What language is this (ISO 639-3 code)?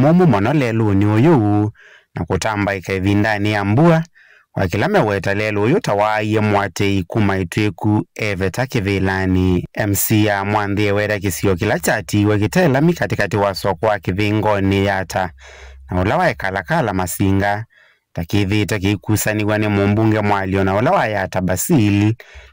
kam